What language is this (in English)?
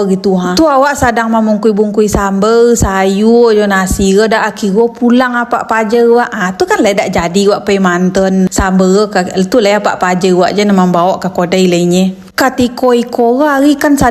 Minangkabau